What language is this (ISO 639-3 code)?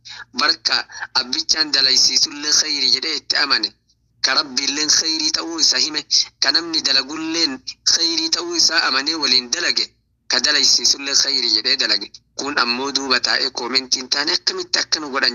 orm